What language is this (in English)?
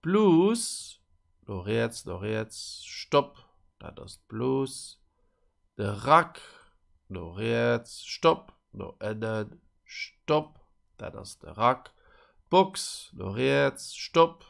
Luxembourgish